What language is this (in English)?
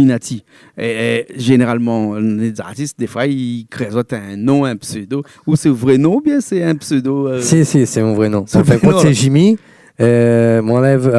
Réunion Creole French